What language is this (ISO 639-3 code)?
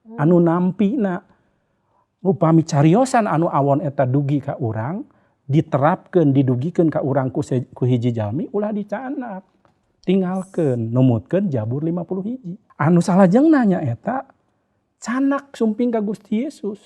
sun